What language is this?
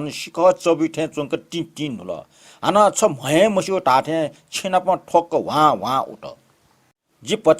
Newari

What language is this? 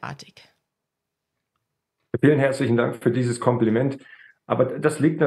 German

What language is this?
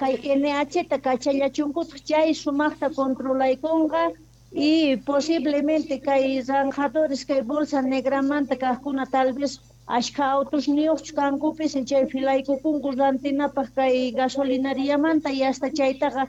Quechua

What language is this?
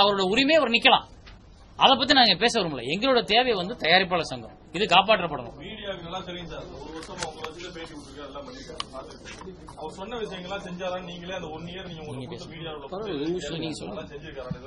Tamil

